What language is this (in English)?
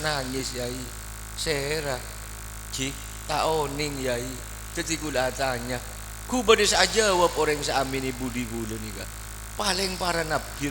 Madurese